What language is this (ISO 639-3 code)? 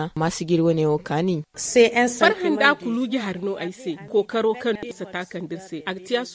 dje